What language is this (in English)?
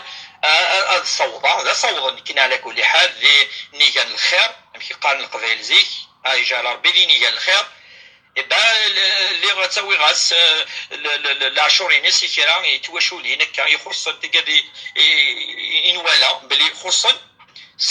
Kabyle